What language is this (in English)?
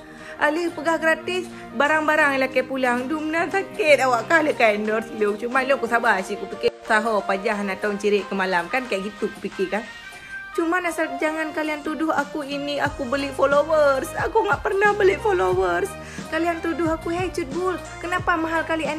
Achinese